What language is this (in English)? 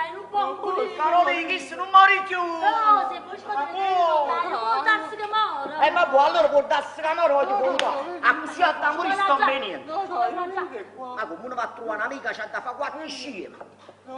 Neapolitan